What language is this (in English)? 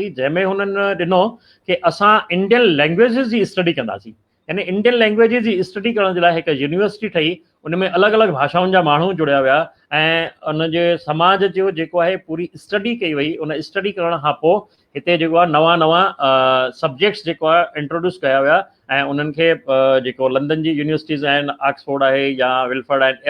Sindhi